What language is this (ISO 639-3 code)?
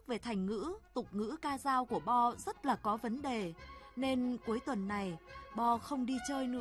vie